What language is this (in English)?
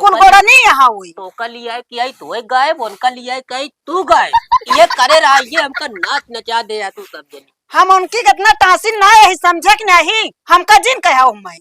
Awadhi